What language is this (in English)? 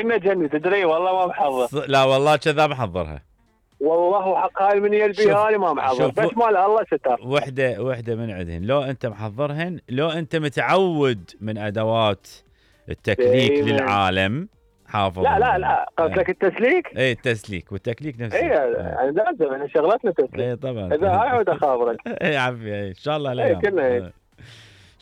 Mesopotamian Arabic